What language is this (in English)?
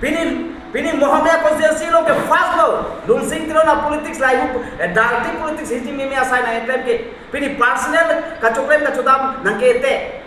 Karbi